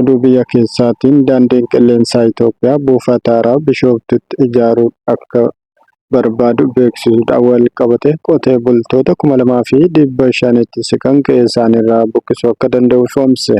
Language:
Oromo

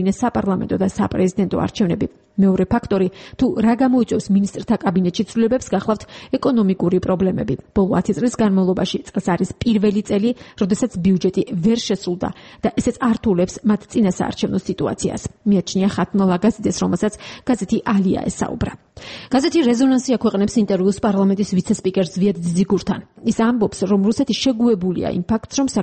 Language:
Georgian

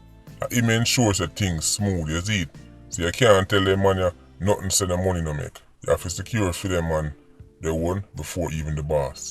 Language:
Jamaican Creole English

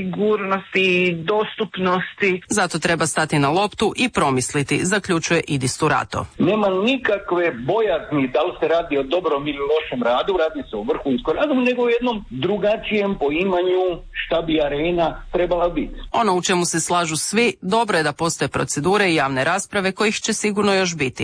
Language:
Croatian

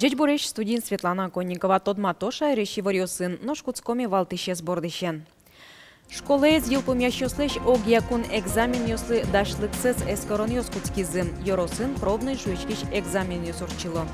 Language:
Udmurt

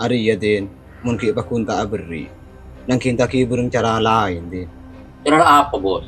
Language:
Madurese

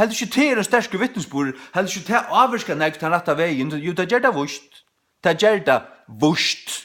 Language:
Faroese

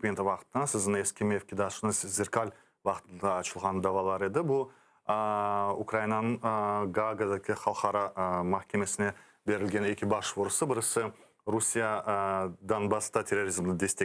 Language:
Crimean Tatar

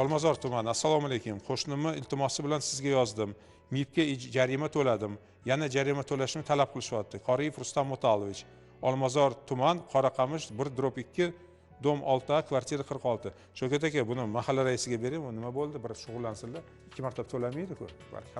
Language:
Uzbek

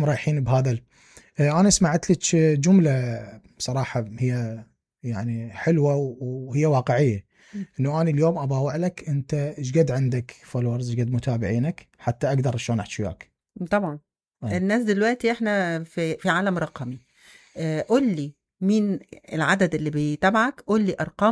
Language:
Mesopotamian Arabic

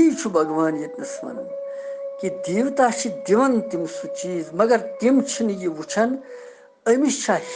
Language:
Kashmiri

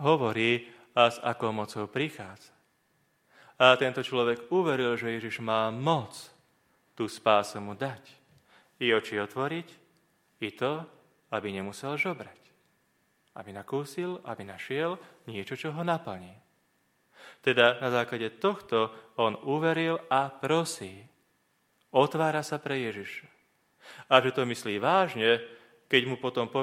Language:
Slovak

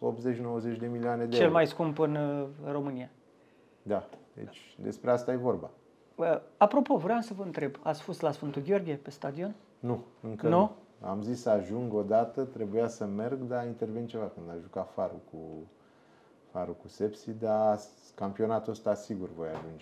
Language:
Romanian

